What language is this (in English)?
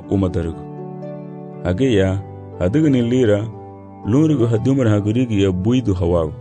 Garifuna